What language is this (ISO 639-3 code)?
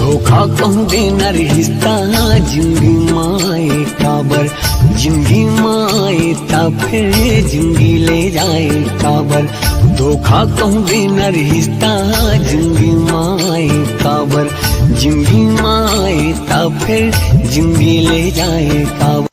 hne